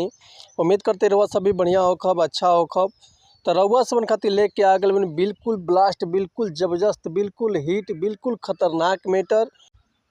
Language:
Bhojpuri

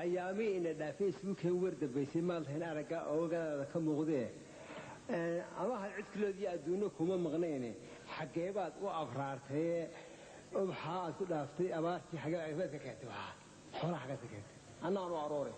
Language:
Somali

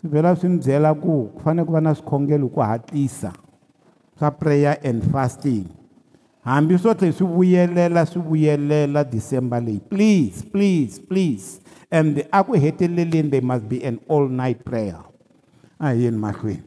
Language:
Tsonga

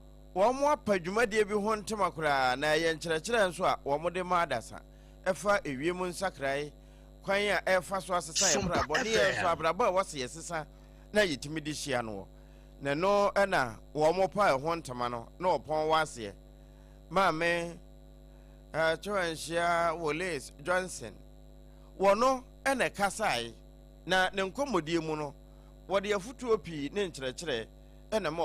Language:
Akan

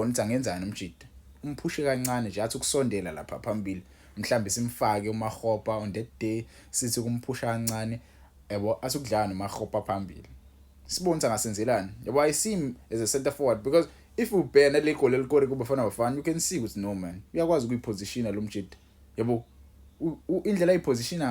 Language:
Zulu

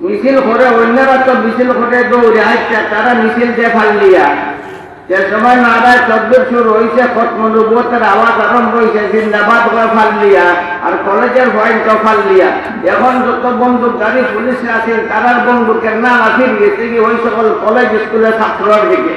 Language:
Sylheti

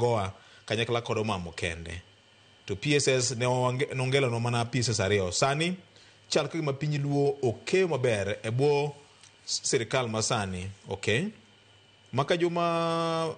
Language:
Luo (Kenya and Tanzania)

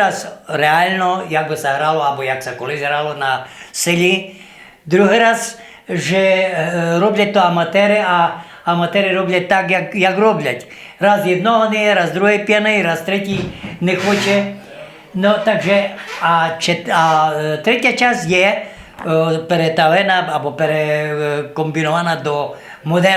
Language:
Rusyn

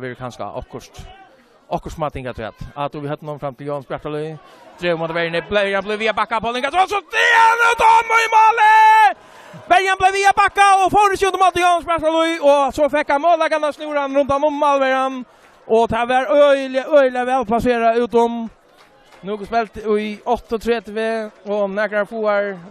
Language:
Faroese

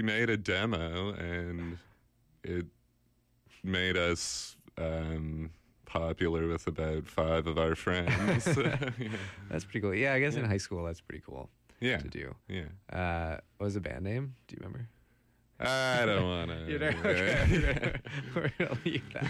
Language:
English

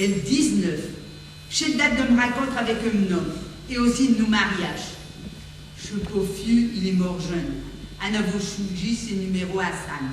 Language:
Picard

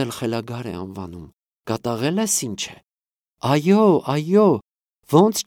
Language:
Armenian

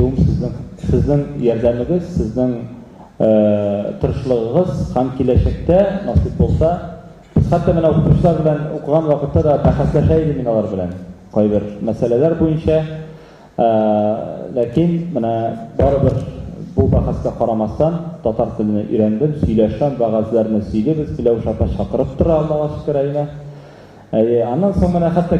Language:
Tatar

